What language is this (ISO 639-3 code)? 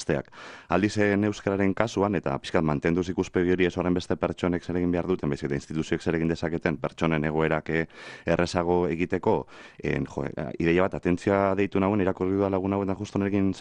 eus